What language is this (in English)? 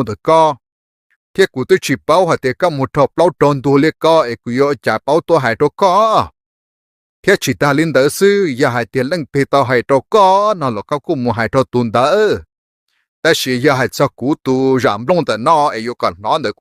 Hmong